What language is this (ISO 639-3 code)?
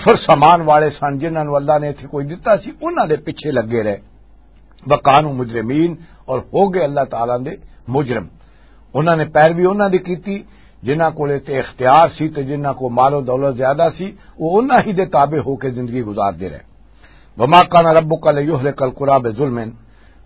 lah